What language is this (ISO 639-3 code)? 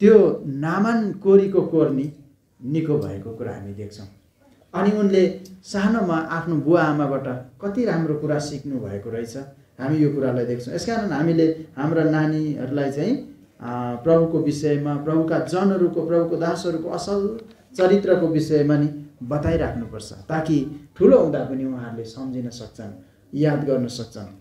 nep